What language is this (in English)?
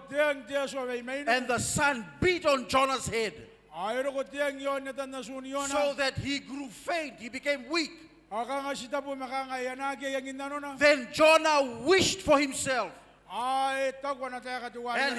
Gilbertese